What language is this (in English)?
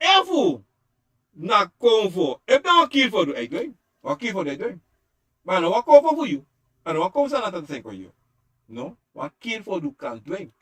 Sranan Tongo